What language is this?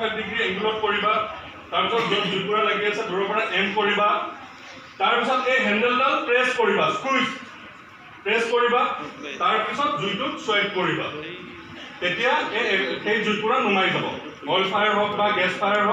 Assamese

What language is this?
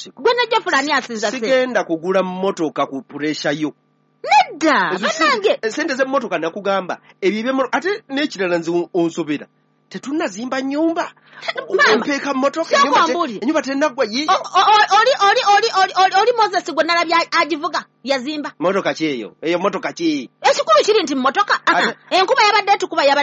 Ganda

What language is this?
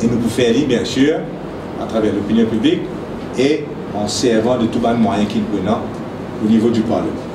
Morisyen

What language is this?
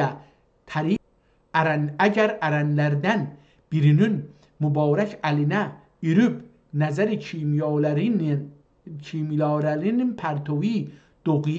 South Azerbaijani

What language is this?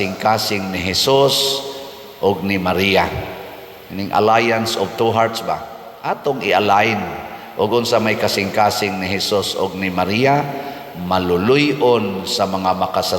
Cebuano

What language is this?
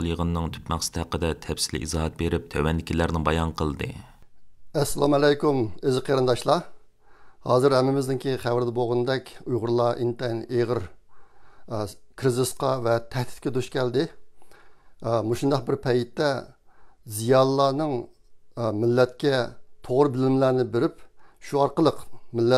Uyghur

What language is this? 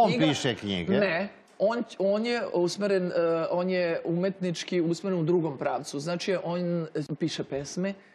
Serbian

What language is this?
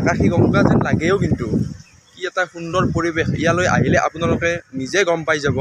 Assamese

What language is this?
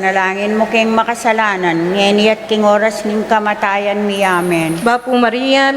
Pampanga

